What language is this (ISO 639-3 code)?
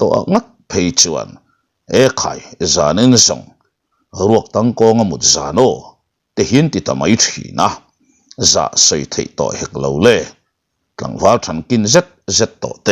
lus